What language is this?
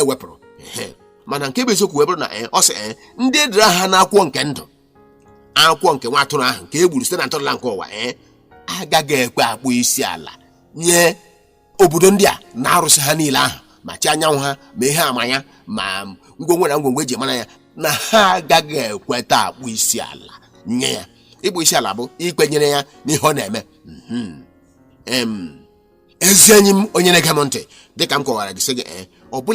Igbo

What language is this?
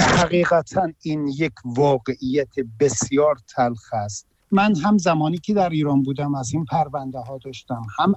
Persian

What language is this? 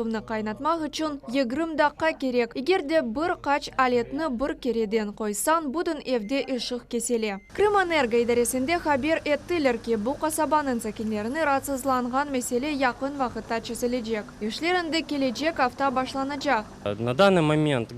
Crimean Tatar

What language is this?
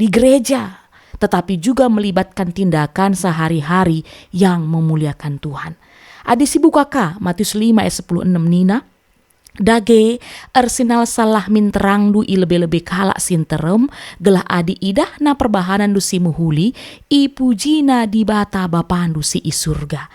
Batak Karo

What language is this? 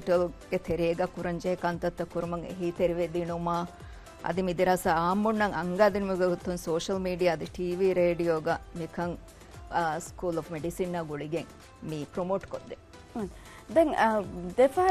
Divehi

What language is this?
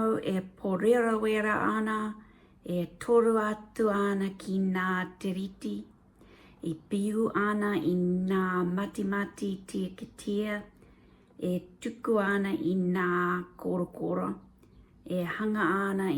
Māori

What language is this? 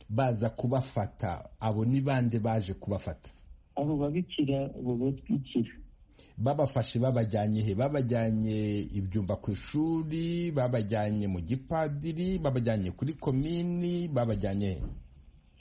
Kinyarwanda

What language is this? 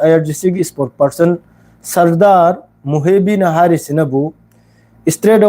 Manipuri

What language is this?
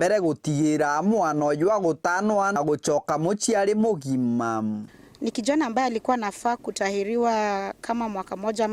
Meru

